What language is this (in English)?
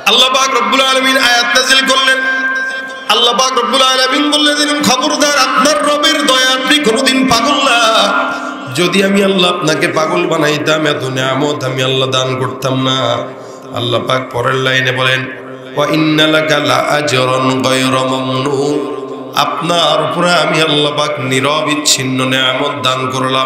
Bangla